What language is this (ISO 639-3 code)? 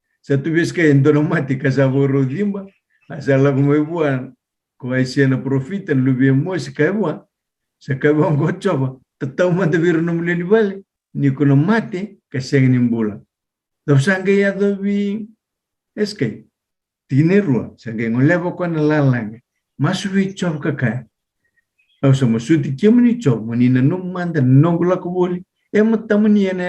fij